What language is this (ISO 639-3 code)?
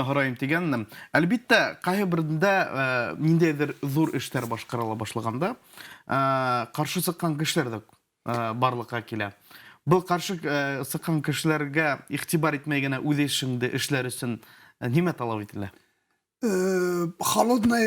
bak